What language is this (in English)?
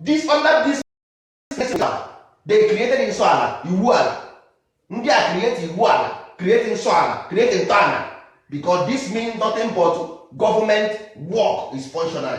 Igbo